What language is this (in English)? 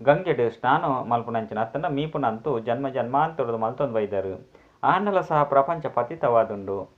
Tulu